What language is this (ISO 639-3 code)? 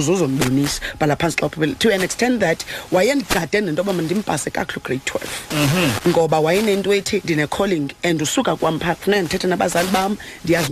xho